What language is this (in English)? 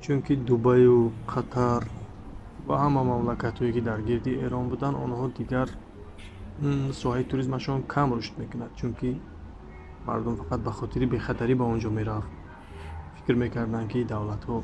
Tajik